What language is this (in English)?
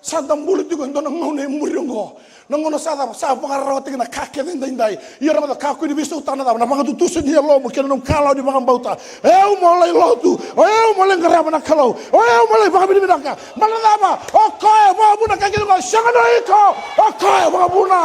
Fijian